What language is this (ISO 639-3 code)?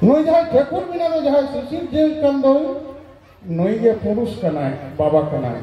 sat